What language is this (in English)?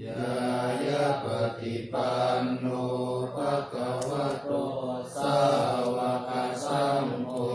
Pali